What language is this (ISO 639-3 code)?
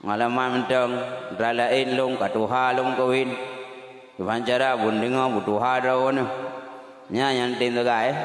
ace